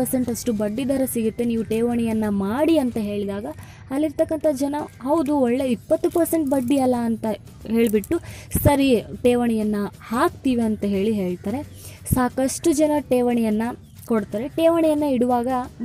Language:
Kannada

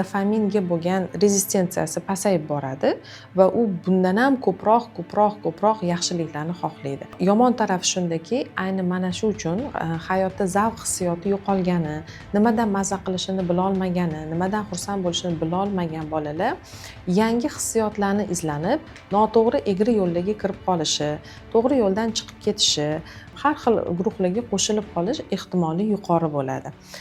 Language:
Uzbek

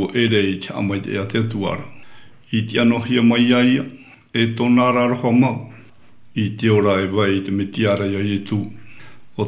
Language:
Tahitian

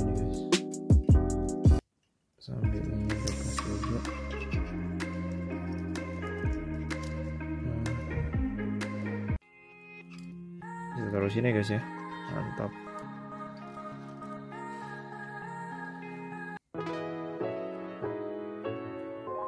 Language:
Indonesian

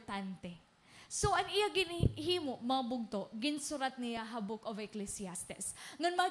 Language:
Waray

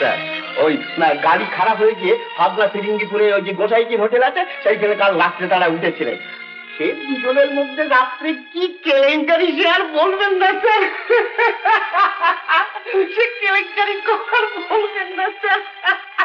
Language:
Bangla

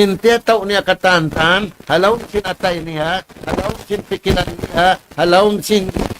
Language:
Tausug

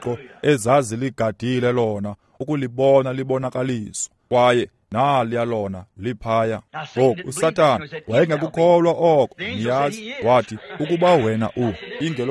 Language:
Xhosa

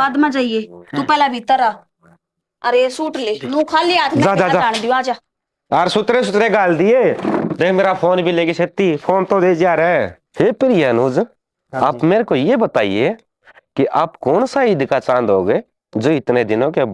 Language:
Haryanvi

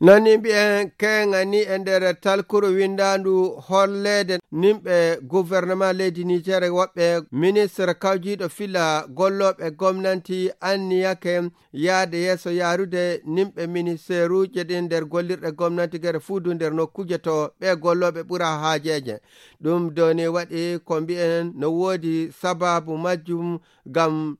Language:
Nigerian Fulfulde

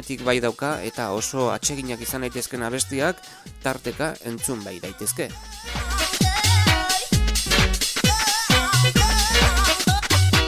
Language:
Basque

